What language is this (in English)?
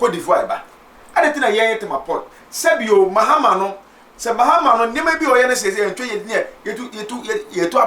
Akan